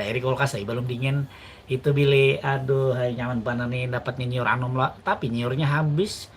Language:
Banjar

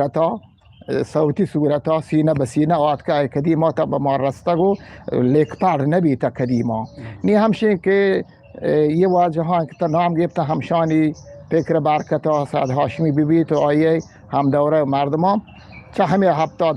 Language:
Eastern Balochi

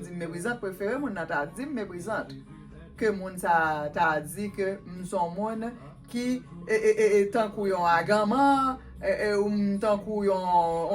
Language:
Haitian Creole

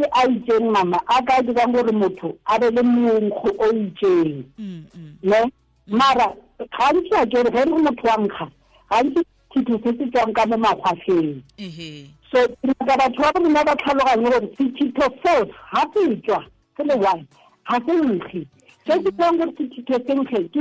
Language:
Tswana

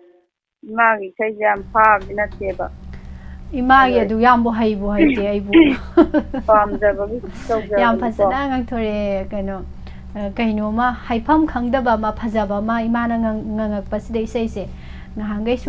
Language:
Manipuri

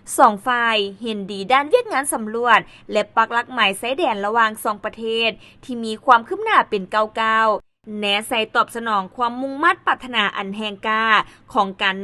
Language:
Lao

